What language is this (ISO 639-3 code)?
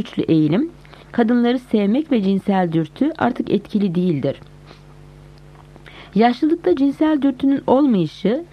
tur